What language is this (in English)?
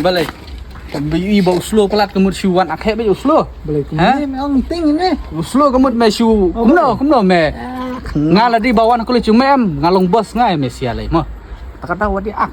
Khasi